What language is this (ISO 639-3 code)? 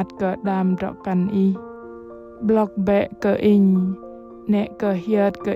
bdq